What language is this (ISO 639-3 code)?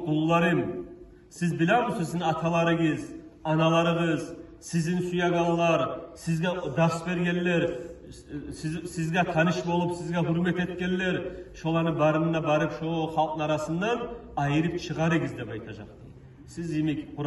kum